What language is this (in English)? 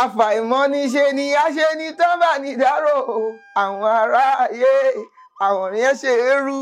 Yoruba